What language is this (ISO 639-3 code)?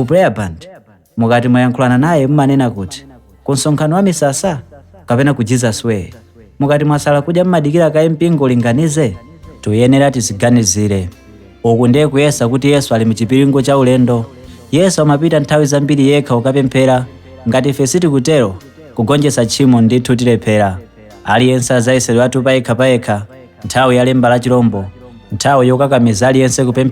nya